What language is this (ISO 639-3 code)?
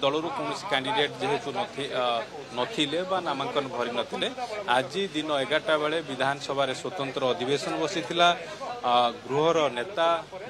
ori